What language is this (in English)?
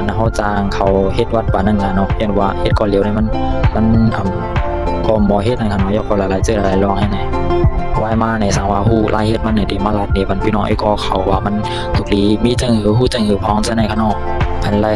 Shan